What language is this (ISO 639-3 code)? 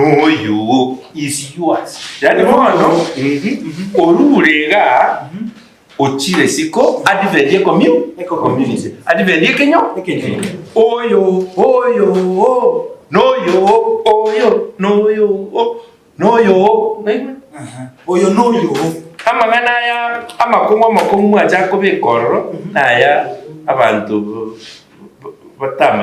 guz